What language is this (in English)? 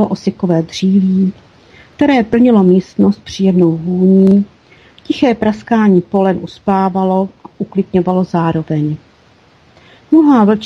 Czech